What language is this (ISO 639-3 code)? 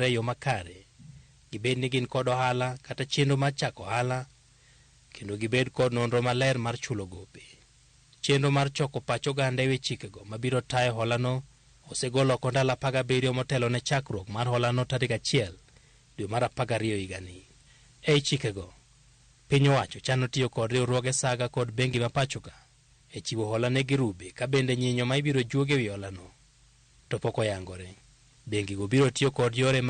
luo